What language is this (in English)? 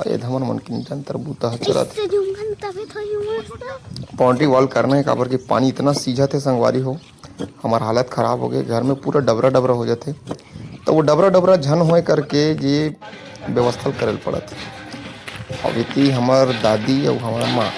Chhattisgarhi